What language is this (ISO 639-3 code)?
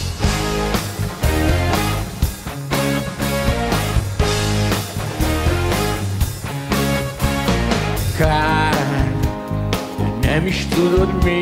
hun